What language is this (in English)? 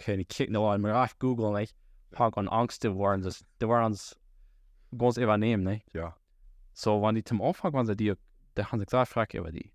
Plautdietsch